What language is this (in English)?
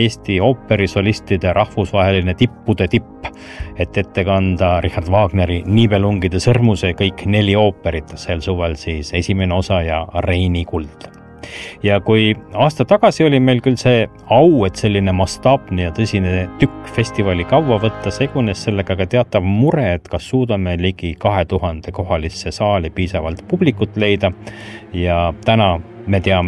Estonian